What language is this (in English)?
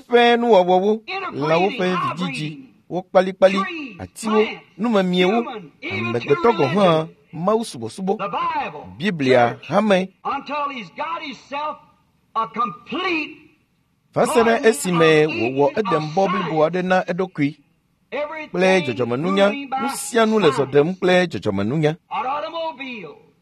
Ewe